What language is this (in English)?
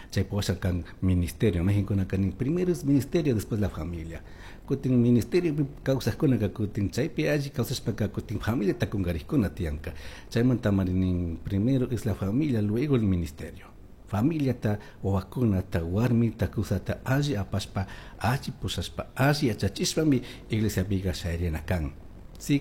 Chimborazo Highland Quichua